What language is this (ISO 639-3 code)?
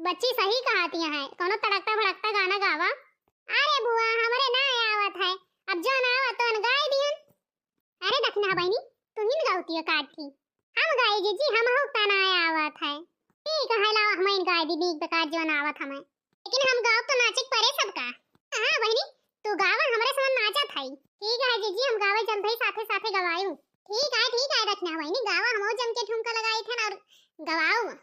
awa